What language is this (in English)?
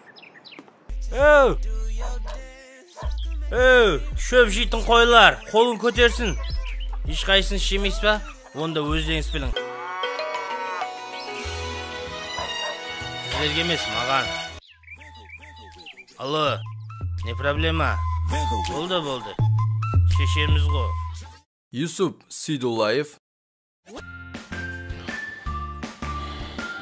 Kazakh